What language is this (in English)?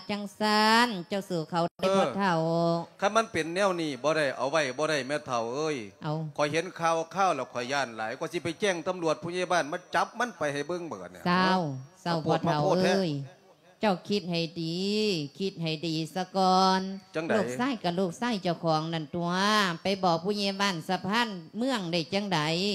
Lao